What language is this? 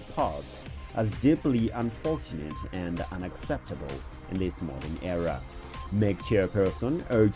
English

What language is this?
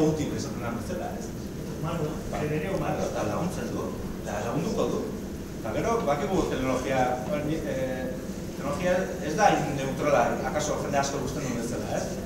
Basque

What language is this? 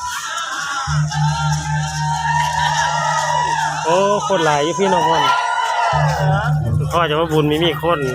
Lao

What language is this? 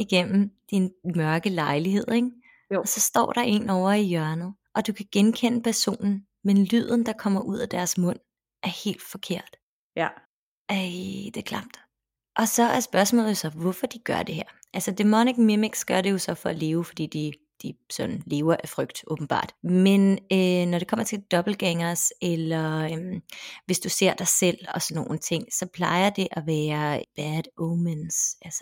Danish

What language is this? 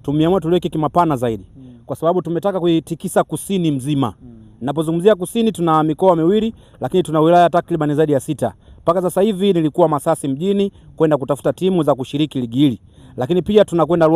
Swahili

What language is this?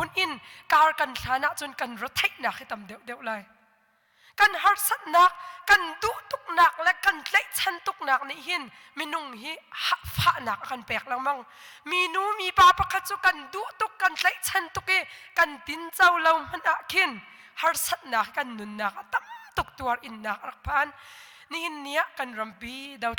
Hakha Chin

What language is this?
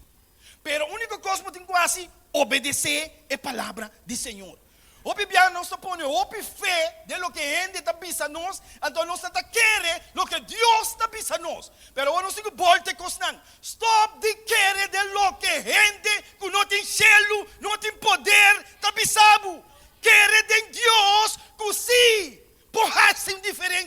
Papiamento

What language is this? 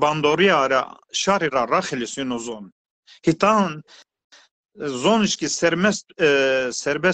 Zaza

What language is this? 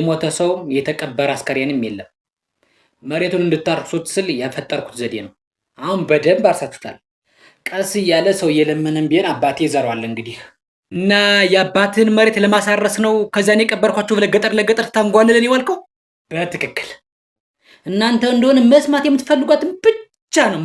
Amharic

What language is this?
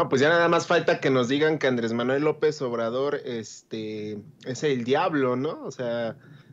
Spanish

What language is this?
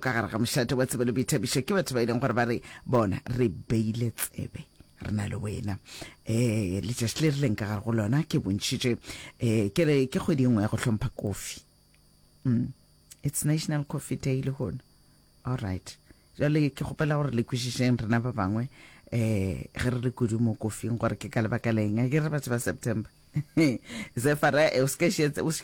Northern Sotho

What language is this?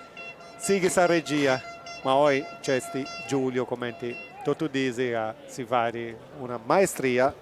Sardinian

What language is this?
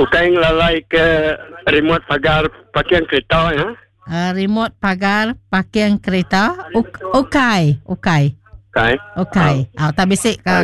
Iban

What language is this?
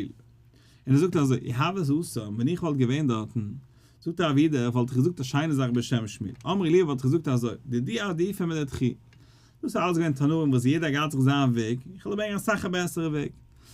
Yiddish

